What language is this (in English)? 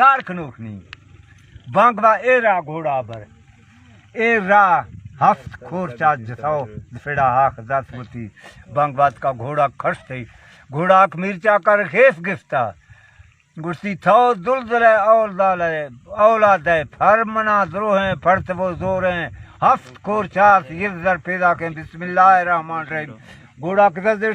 Baluchi